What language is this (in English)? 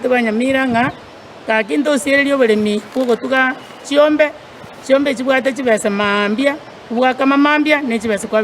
Gusii